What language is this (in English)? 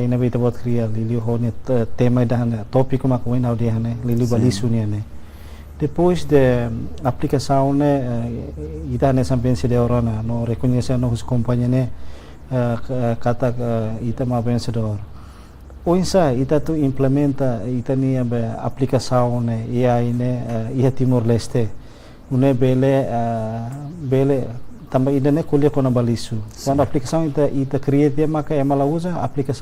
Tetum